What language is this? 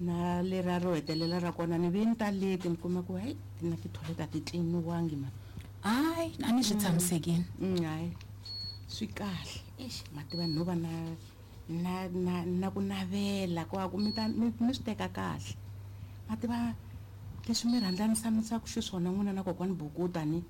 Tsonga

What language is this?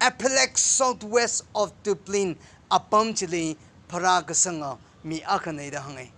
Tangkhul Naga (India)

